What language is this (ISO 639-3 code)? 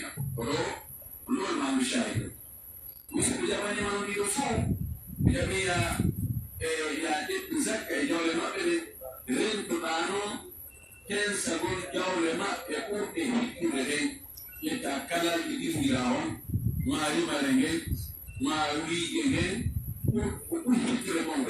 fuf